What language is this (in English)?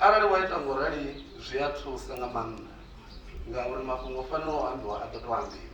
Venda